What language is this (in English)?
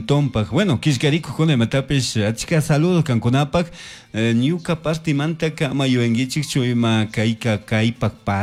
Chimborazo Highland Quichua